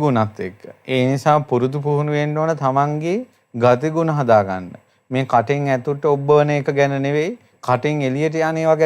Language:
Sinhala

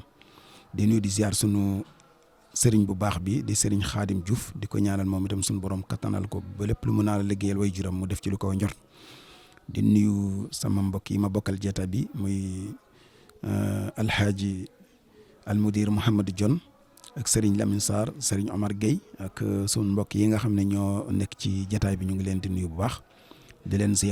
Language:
Wolof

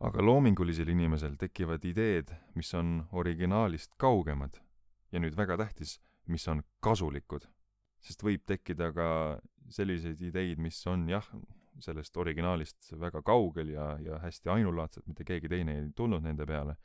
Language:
Estonian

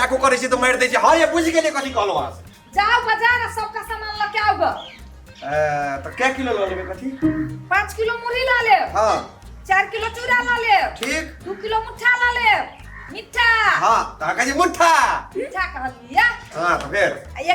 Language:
Maithili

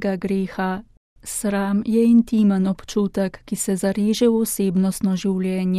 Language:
Slovenian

